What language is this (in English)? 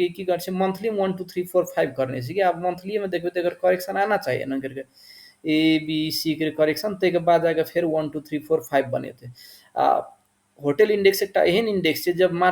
Maithili